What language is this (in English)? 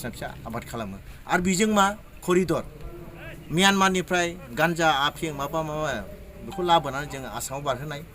Bodo